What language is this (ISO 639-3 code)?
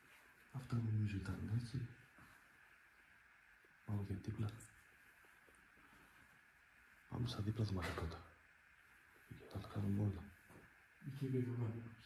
ell